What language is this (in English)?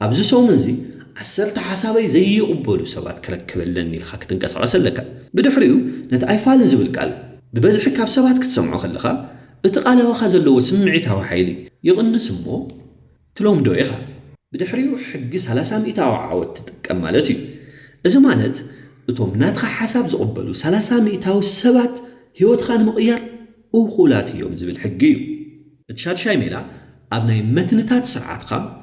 Tigrinya